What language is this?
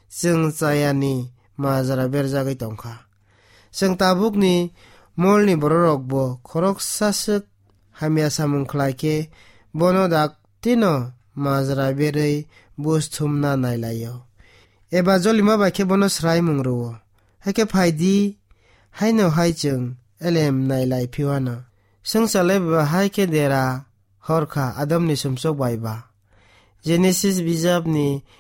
Kok Borok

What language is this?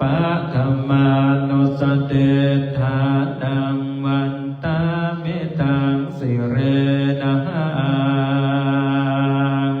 Pali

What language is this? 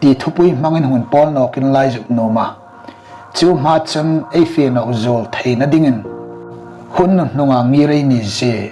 Hmar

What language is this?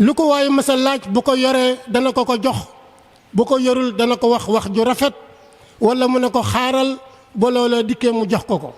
Wolof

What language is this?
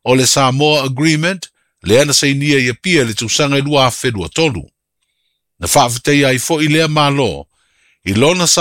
Samoan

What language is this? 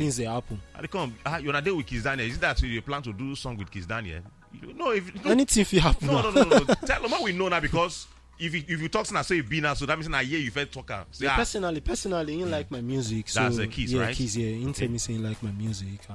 Nigerian Pidgin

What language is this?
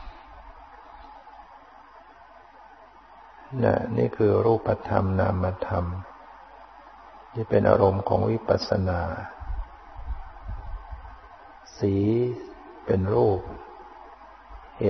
Thai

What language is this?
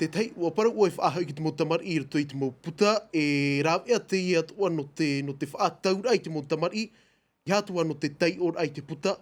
Tahitian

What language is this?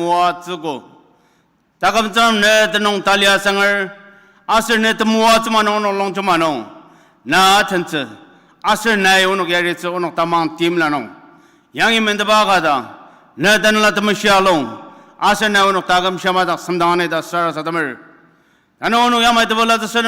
Ao Naga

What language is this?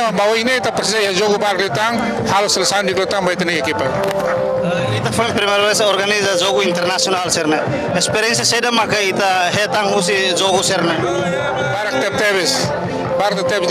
Tetum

